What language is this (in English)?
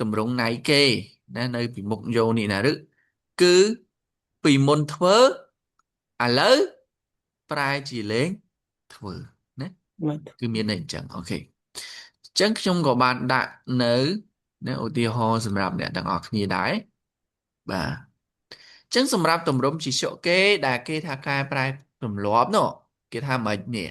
Khmer